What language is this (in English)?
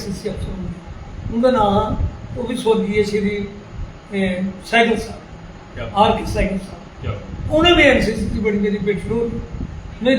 Dogri